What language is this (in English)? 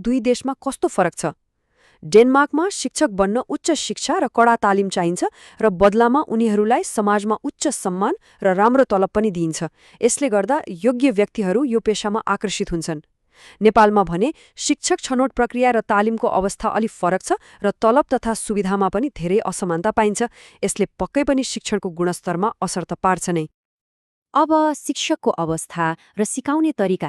Nepali